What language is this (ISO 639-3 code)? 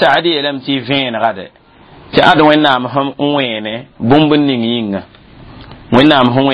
mos